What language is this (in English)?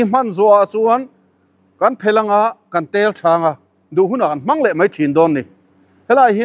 Mizo